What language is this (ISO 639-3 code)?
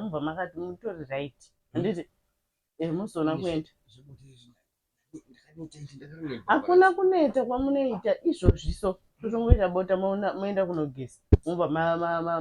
sna